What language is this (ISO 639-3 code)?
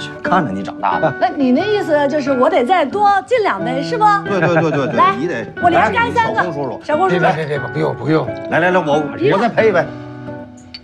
zho